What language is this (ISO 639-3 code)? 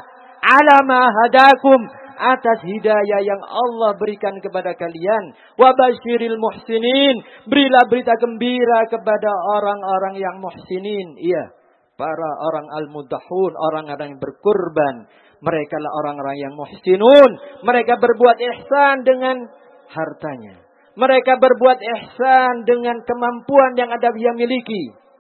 ind